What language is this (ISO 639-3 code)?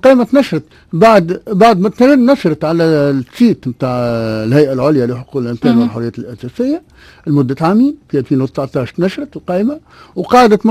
aeb